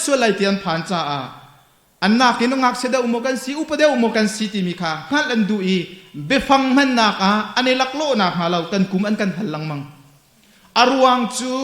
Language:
Hakha Chin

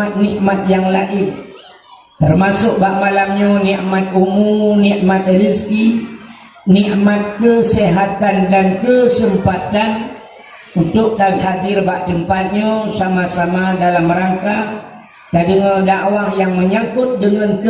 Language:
Achinese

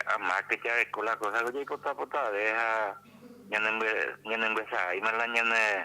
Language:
Guarani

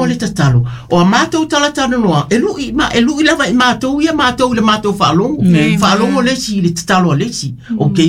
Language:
Samoan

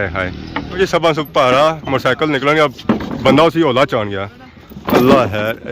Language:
Pahari-Potwari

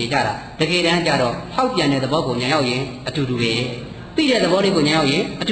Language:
Burmese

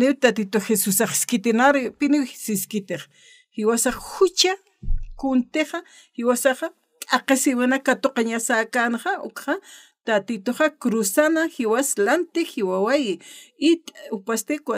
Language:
Aymara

